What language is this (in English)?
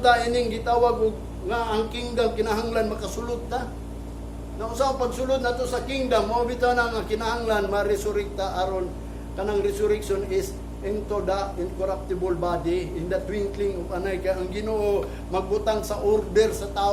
Cebuano